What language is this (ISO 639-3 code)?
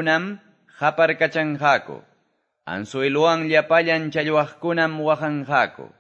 que